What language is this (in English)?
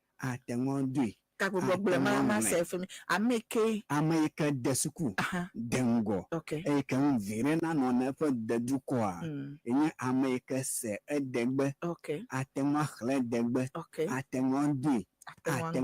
Ewe